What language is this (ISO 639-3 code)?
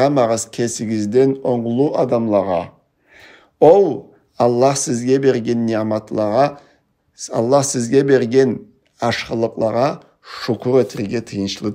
krc